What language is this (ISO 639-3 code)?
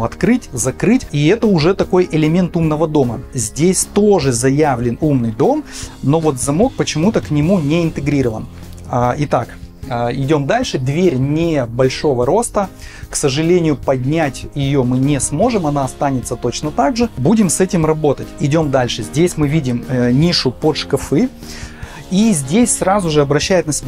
rus